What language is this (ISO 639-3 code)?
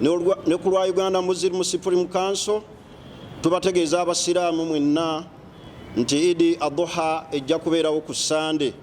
lug